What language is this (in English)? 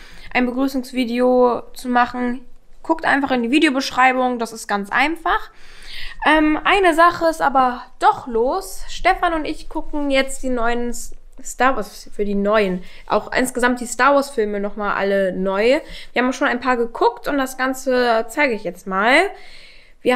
German